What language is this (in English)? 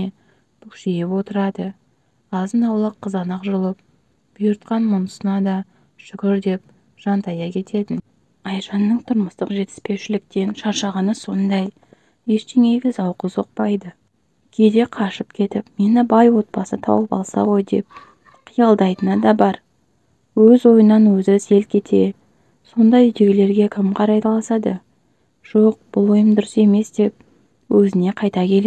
Kazakh